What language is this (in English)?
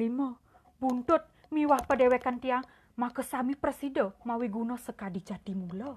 Balinese